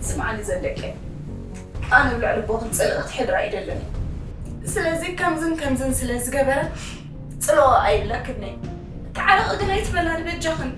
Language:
Tigrinya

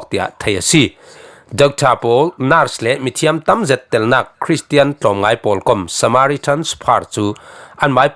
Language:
Falam Chin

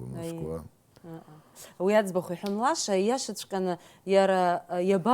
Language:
Abkhazian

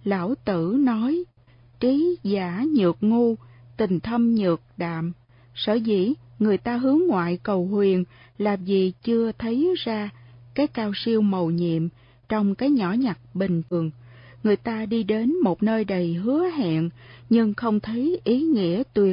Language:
Vietnamese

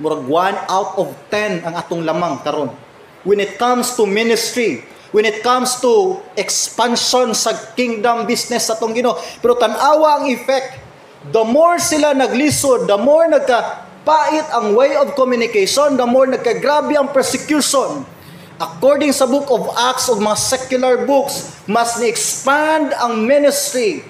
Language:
Cebuano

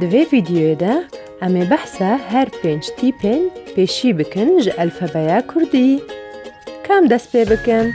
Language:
Kurdish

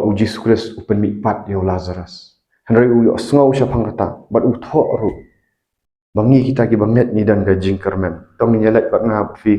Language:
Khasi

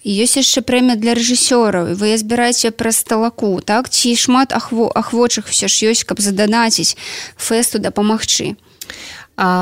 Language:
Belarusian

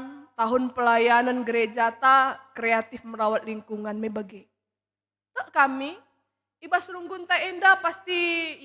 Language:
Batak Karo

